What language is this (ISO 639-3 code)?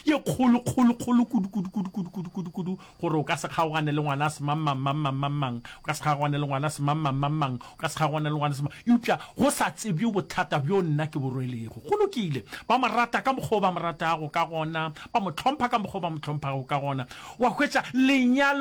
nso